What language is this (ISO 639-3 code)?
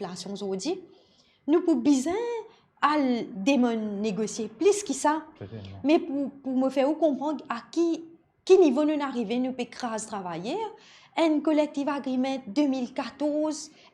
mfe